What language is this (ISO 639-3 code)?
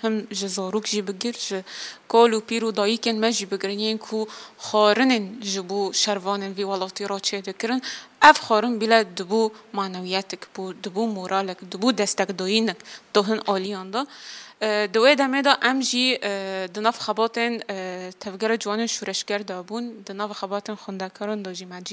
kur